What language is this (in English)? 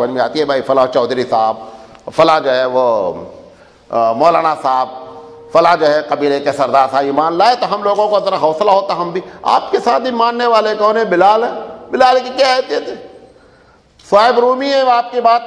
Urdu